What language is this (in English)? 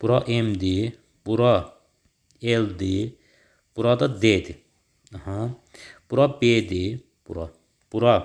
Azerbaijani